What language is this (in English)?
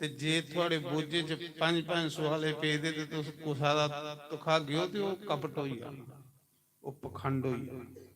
Dogri